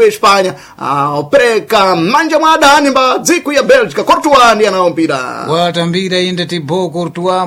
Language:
Sena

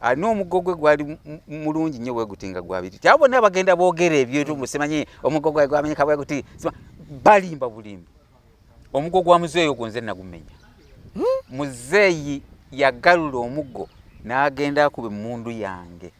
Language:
Ganda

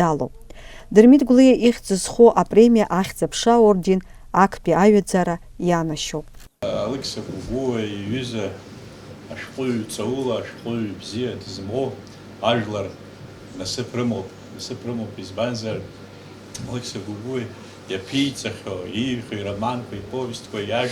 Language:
Abkhazian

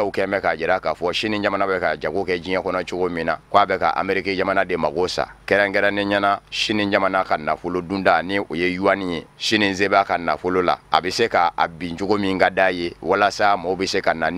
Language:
Bambara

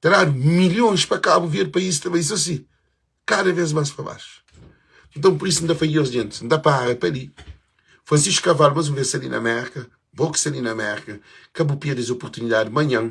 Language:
Kabuverdianu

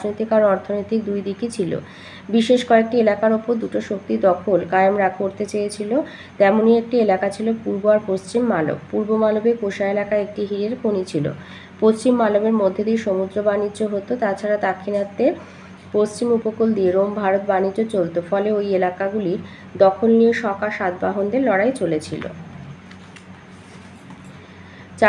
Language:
Bangla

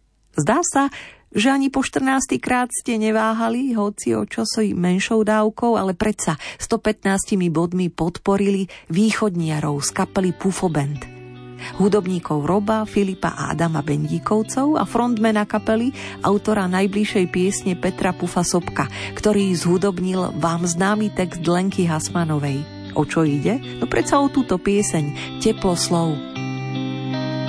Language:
Slovak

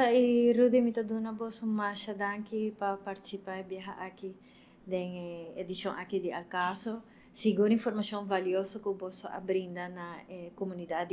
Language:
Papiamento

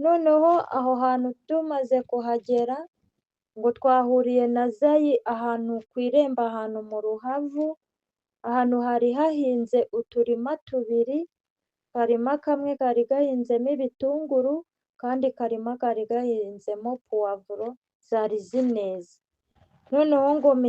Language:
Kinyarwanda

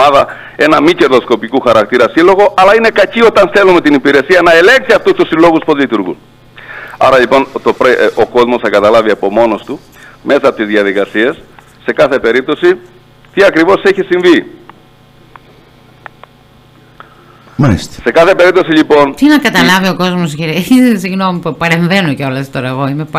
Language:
Greek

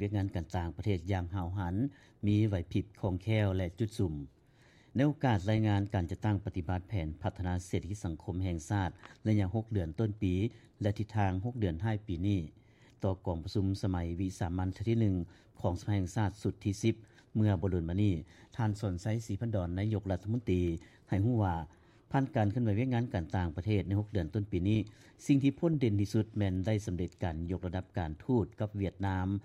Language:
Lao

